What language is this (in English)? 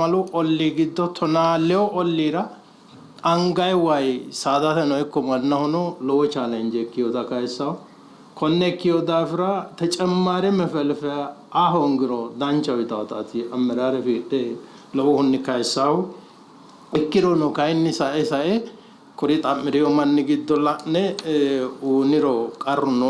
Sidamo